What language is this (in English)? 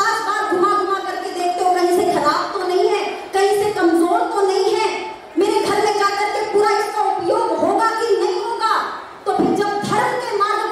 Hindi